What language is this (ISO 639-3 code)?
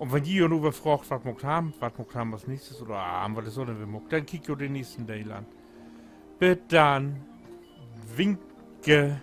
nds